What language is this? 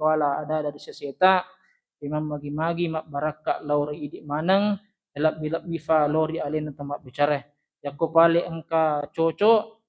Buginese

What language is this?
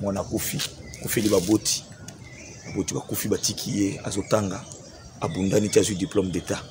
Lingala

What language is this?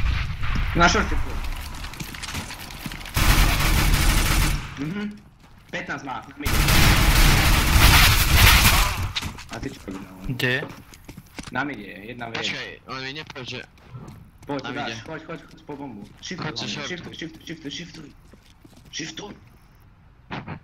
Slovak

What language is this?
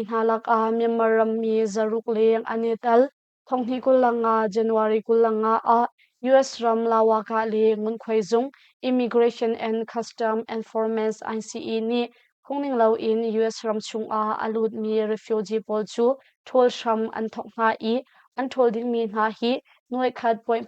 Hakha Chin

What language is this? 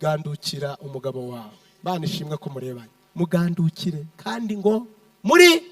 Kinyarwanda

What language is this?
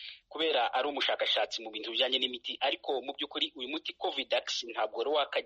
Kinyarwanda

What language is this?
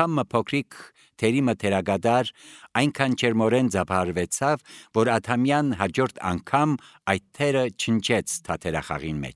Armenian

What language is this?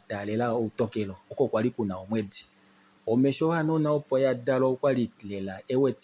Kuanyama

